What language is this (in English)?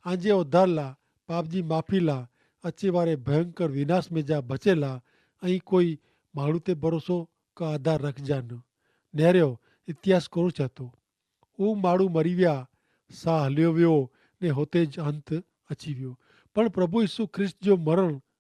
Kachhi